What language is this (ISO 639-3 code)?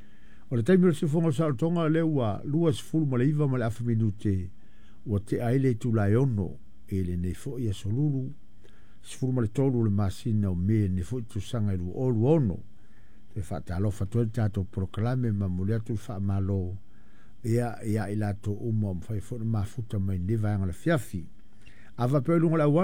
smo